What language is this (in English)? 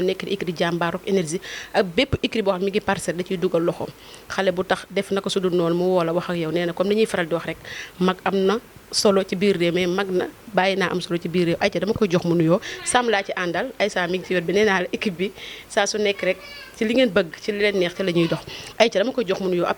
Wolof